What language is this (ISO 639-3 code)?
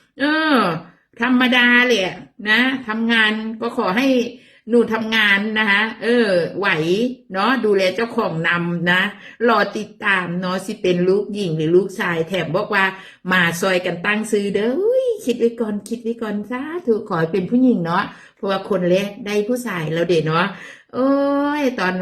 tts